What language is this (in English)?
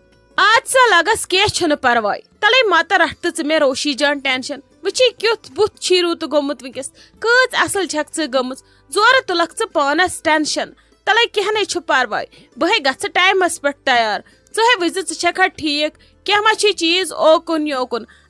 Kashmiri